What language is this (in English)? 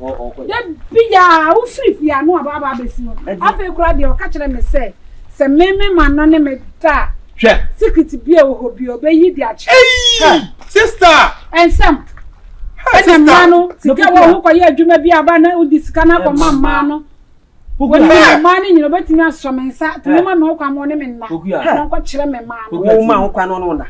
Akan